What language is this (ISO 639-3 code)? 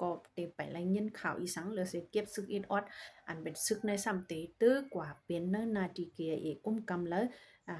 shn